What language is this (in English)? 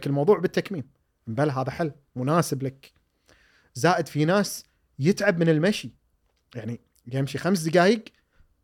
Gulf Arabic